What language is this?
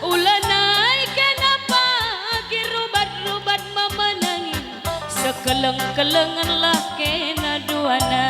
Batak Karo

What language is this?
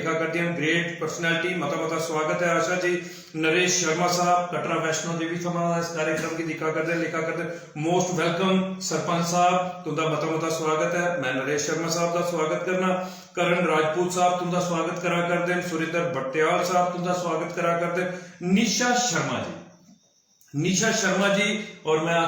Dogri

